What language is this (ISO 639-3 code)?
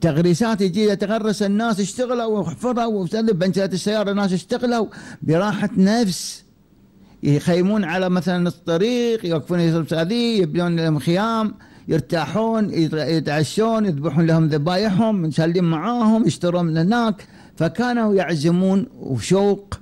afb